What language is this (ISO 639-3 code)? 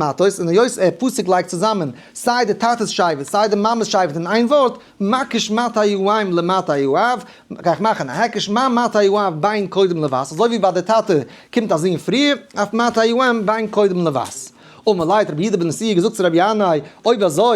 yid